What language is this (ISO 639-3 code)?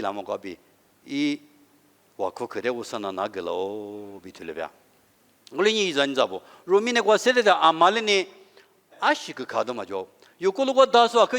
lis